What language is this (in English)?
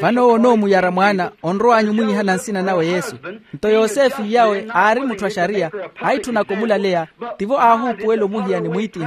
Makhuwa